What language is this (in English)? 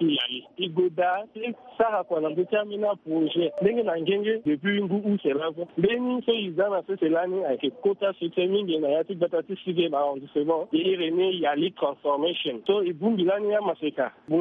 Sango